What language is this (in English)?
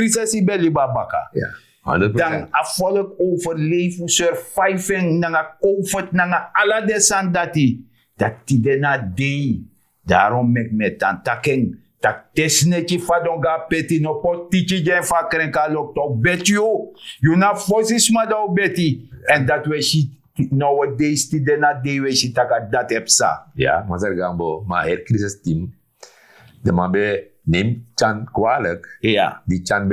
Sranan Tongo